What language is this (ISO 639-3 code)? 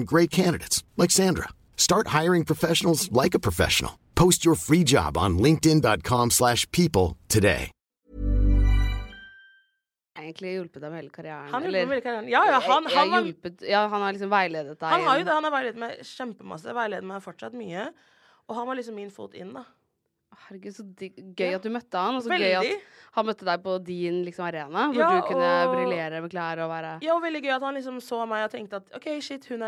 nor